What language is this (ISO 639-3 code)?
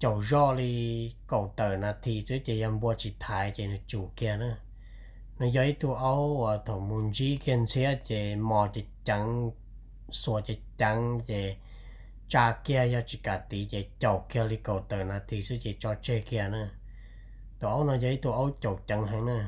hmn